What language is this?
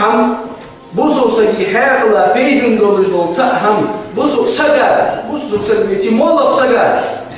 Ingush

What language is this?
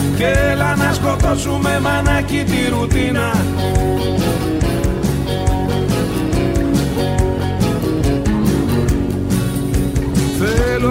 Greek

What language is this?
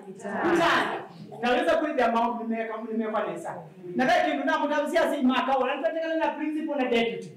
Kamba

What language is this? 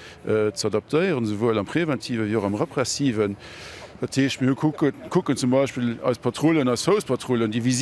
Luxembourgish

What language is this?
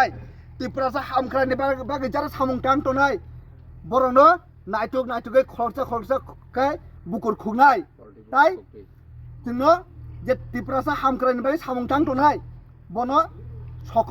Kok Borok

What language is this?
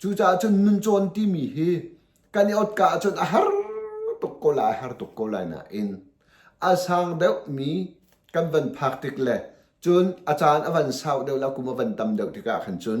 Hakha Chin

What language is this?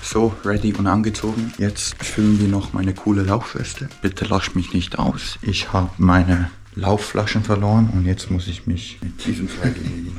Swiss German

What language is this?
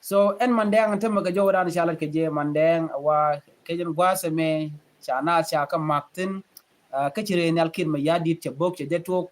Nuer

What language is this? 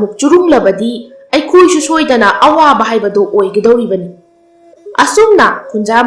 Manipuri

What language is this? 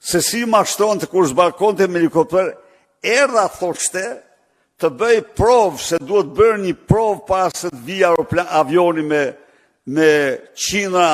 Albanian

